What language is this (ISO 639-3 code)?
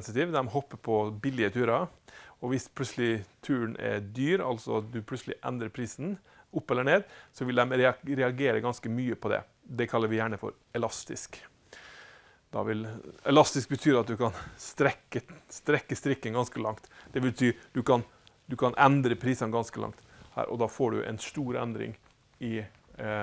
nor